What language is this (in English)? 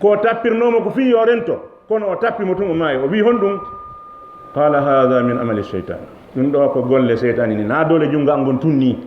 Fula